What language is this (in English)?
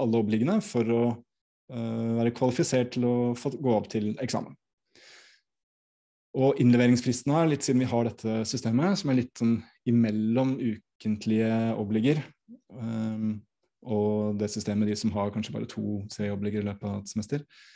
Norwegian